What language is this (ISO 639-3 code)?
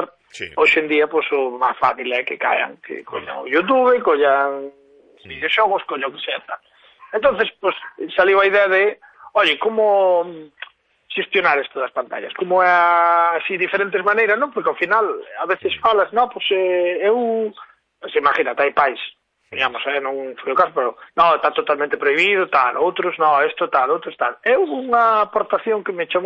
glg